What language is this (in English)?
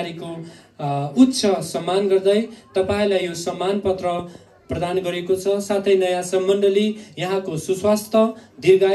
Nepali